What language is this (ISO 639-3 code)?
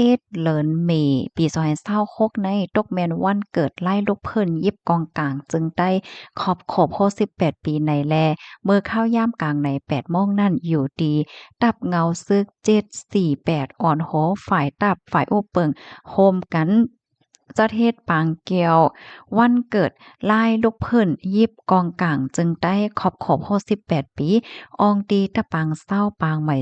shn